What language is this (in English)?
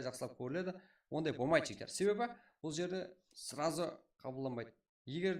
Kara-Kalpak